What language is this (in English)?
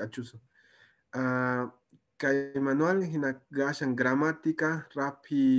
Quechua